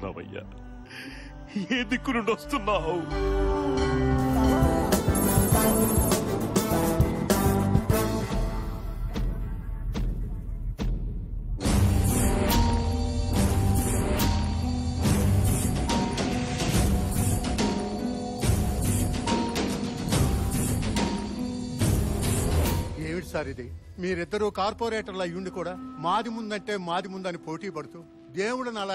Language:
Telugu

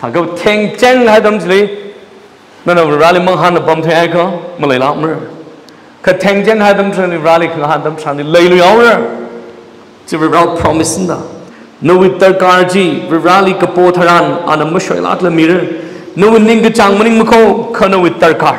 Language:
Tangkhul Naga (India)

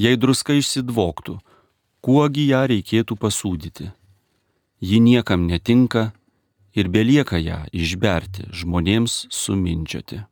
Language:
Lithuanian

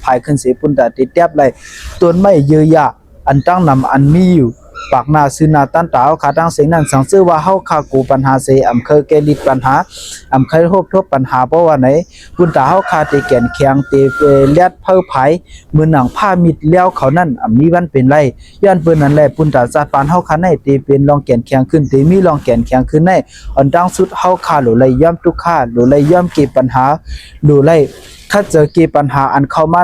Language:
Shan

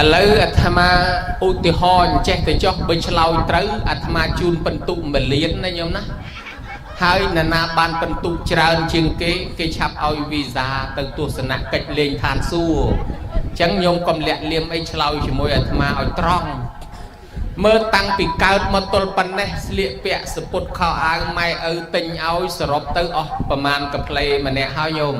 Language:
Khmer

